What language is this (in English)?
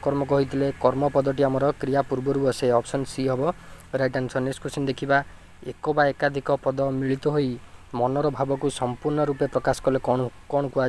Odia